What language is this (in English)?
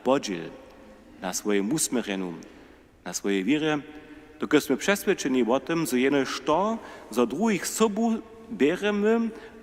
Upper Sorbian